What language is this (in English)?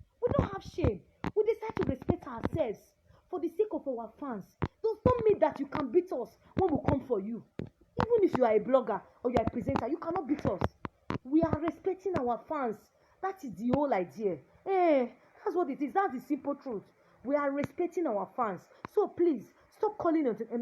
Nigerian Pidgin